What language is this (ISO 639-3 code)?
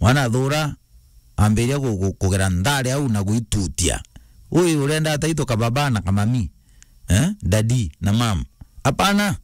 mer